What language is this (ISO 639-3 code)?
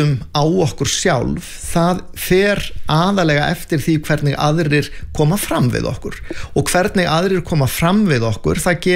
isl